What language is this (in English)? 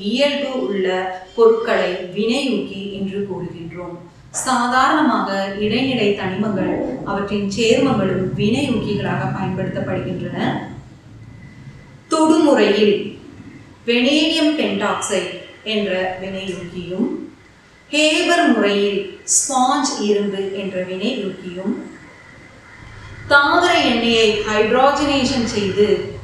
Tamil